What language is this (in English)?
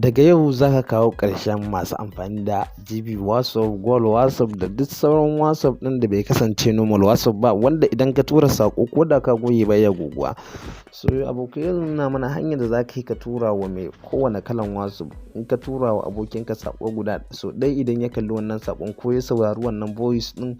Hausa